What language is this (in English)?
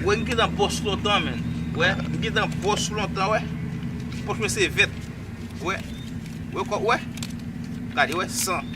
Haitian Creole